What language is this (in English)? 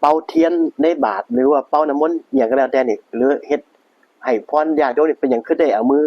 Northeastern Thai